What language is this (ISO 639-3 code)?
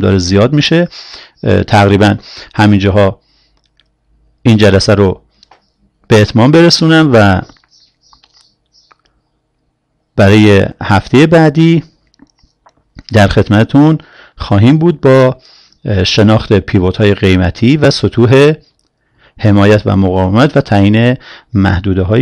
fas